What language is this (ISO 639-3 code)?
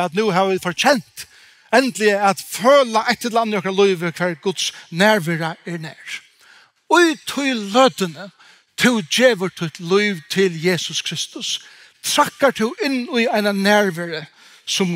fao